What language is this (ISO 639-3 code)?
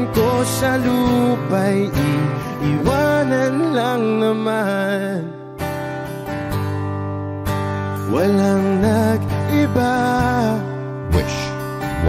fil